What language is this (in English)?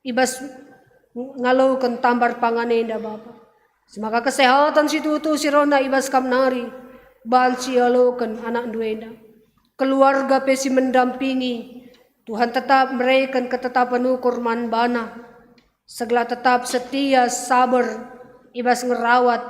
Batak Karo